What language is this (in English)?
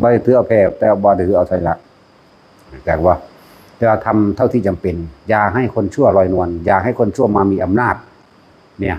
Northeastern Thai